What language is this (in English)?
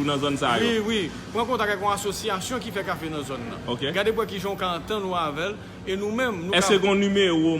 Haitian Creole